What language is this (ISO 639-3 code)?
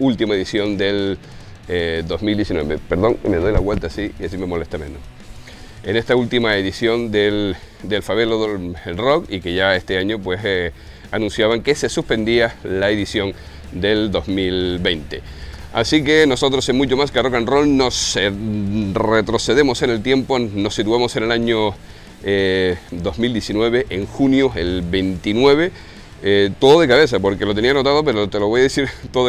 spa